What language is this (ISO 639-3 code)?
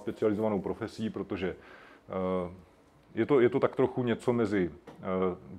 ces